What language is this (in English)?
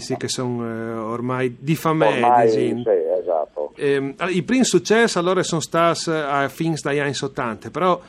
Friulian